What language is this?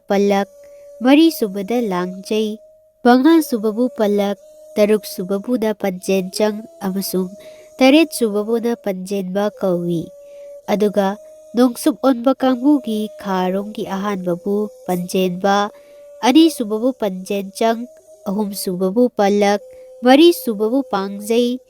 Manipuri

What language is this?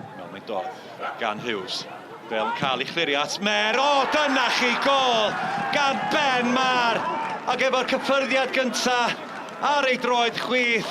Welsh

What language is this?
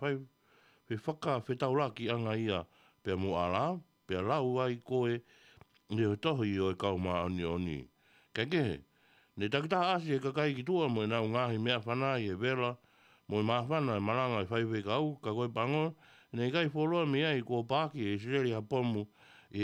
Tongan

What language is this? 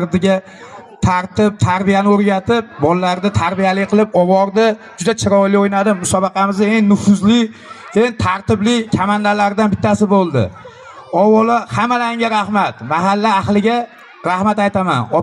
Uzbek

